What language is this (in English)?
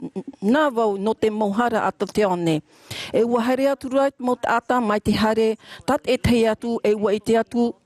Tahitian